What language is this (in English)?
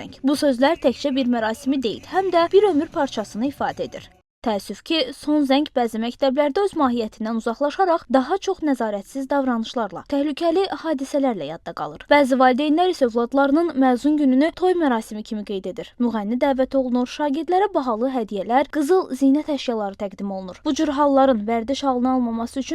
Azerbaijani